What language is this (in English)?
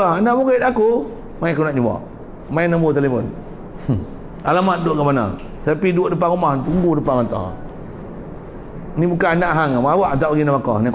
Malay